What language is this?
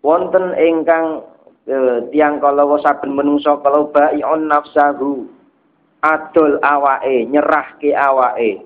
Javanese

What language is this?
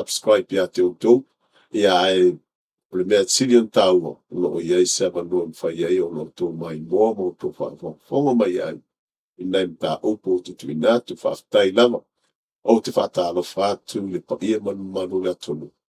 Samoan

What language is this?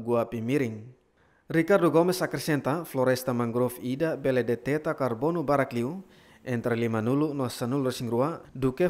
Tetum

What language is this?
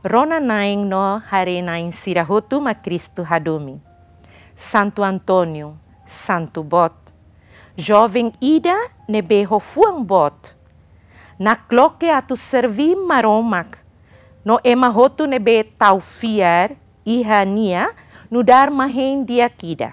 Tetum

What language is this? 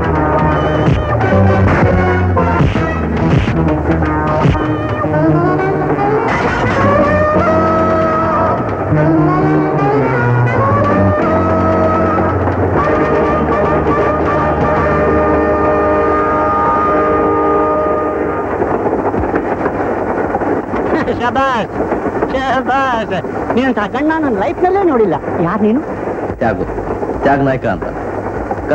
Kannada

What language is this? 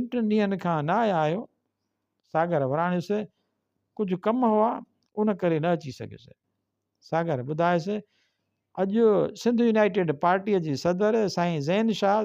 Sindhi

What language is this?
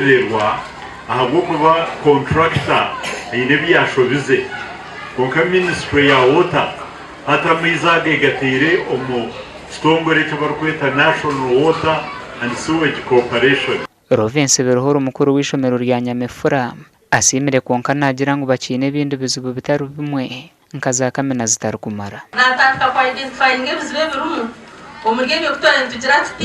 Nyankole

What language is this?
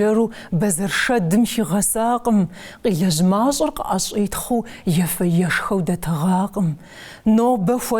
Kabardian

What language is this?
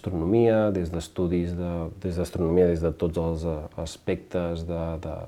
Catalan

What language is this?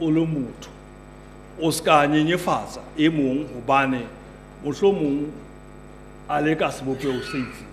Southern Sotho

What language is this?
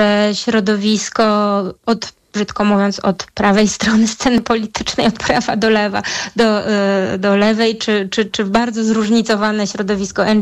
Polish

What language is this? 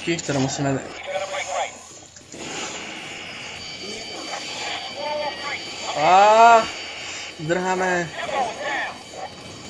Slovak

